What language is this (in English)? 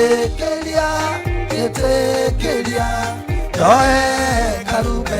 Kikuyu